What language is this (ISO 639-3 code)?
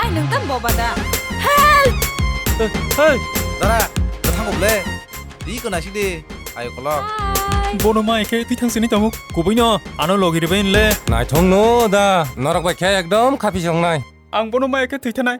trp